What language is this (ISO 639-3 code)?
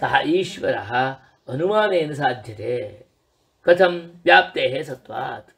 san